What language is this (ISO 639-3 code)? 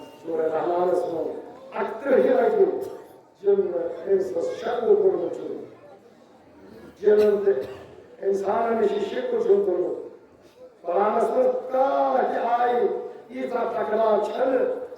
kas